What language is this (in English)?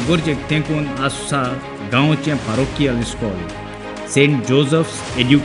Konkani